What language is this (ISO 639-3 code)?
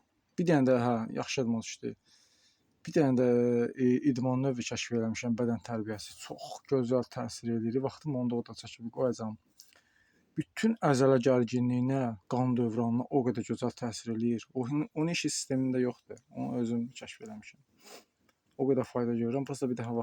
aze